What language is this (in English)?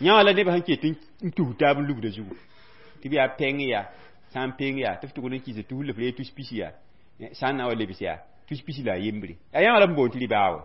Mossi